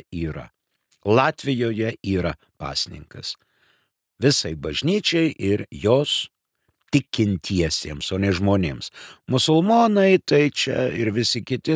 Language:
Lithuanian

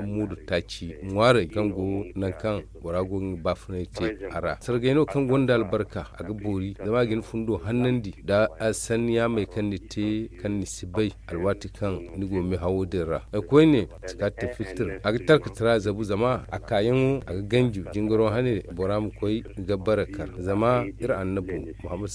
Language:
Zarma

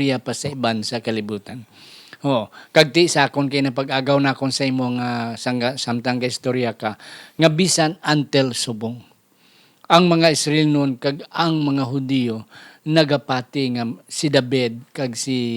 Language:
Hiligaynon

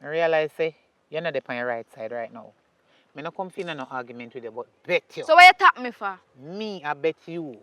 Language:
Jamaican Creole English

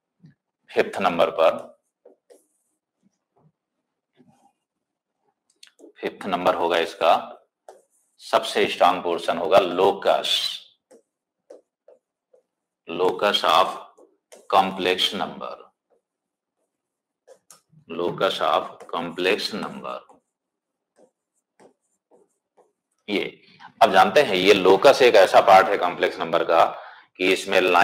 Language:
Hindi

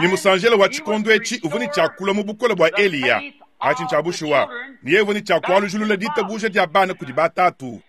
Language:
Luba-Lulua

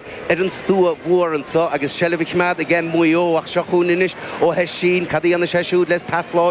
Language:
Irish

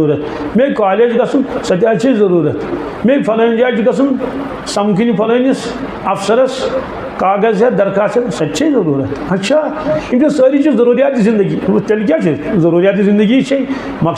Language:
Kashmiri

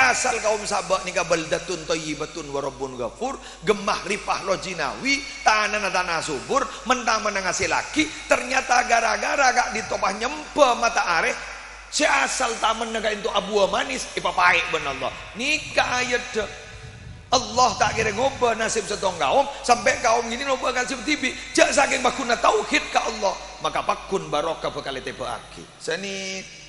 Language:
Madurese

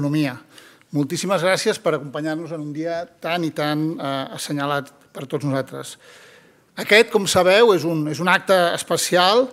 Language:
Catalan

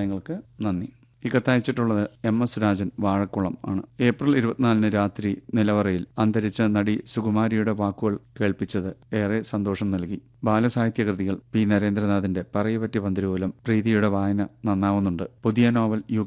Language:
Malayalam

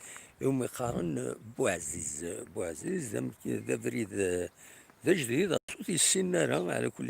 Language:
Kabyle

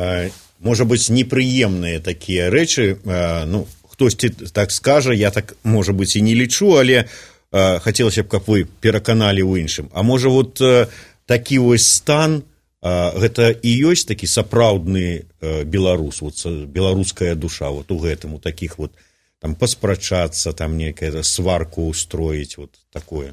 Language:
Belarusian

